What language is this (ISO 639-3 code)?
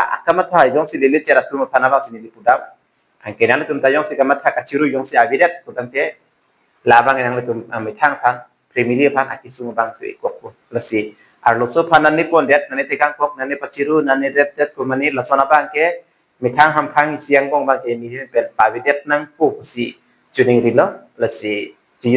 mjw